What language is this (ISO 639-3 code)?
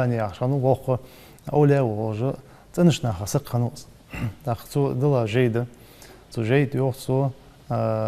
inh